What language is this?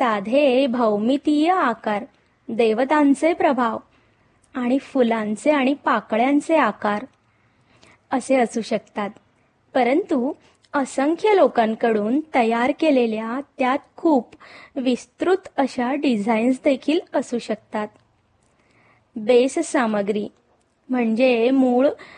Marathi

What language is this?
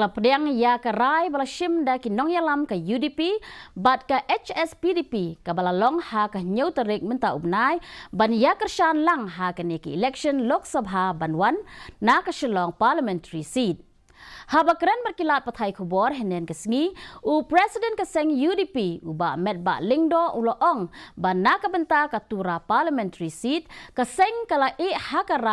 Khasi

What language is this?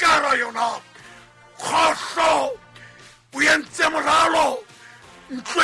Southern Sotho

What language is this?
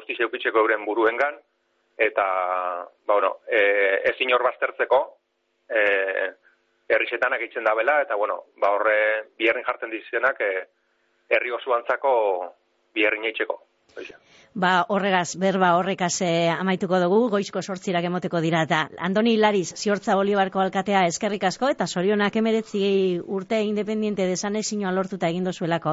Basque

